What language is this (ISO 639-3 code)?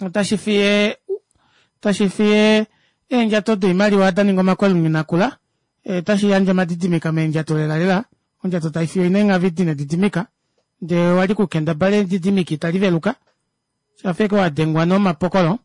kua